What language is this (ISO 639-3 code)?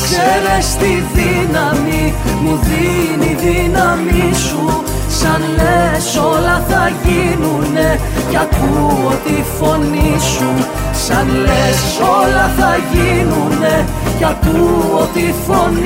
ell